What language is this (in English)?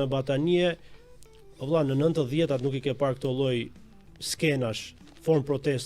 Albanian